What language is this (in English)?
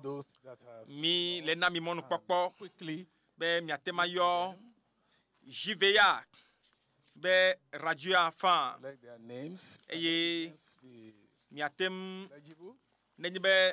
Ewe